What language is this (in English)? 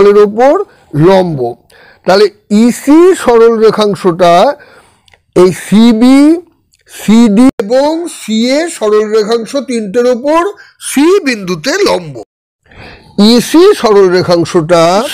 Bangla